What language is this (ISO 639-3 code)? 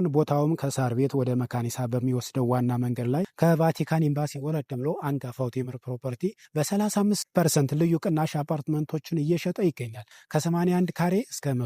amh